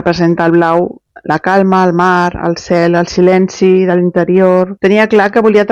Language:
Catalan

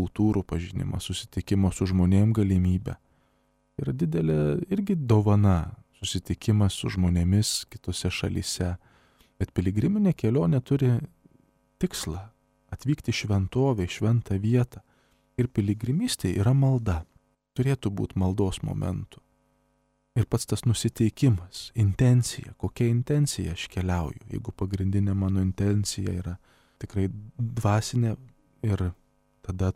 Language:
Lithuanian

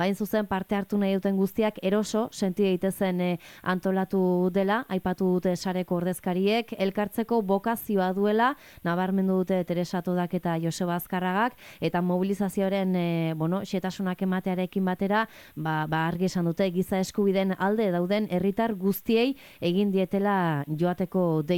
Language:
Basque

